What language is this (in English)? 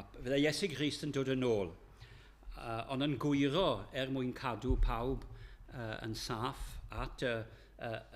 Welsh